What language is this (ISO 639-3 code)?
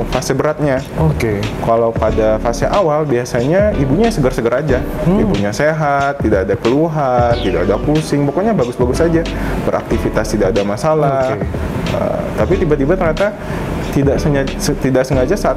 ind